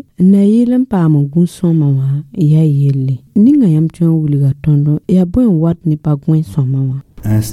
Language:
Mossi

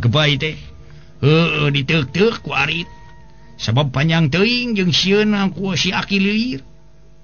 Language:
Sundanese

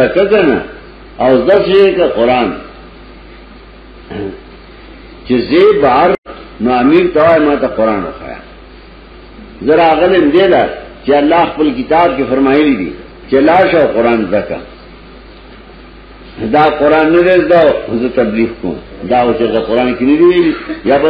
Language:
Pashto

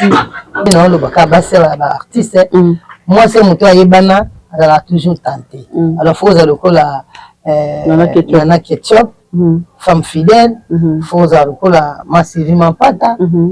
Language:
Lingala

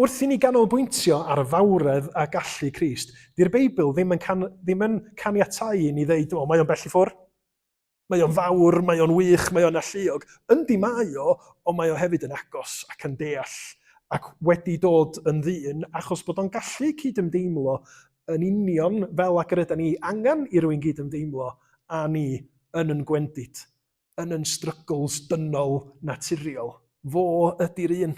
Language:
Welsh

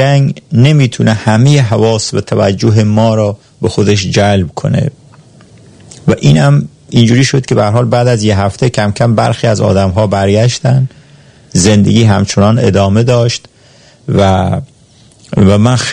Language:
Persian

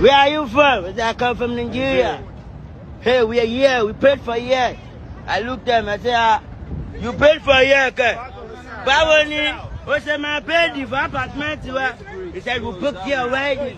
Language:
Nigerian Pidgin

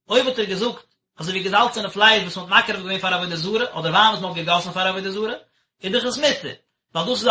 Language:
Yiddish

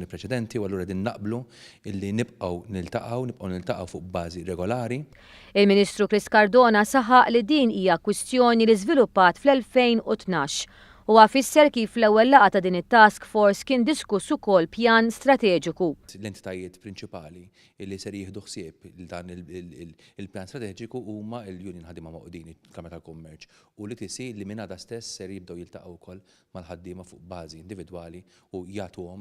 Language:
Maltese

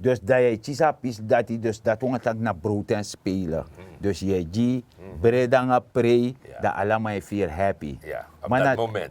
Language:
Sranan Tongo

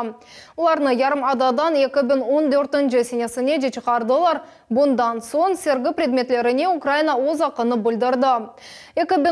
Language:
Crimean Tatar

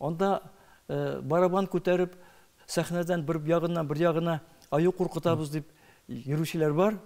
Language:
Tatar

